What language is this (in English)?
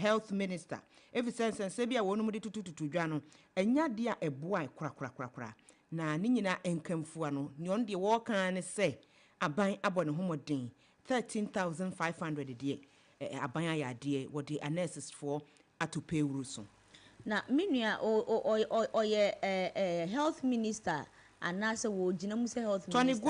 Akan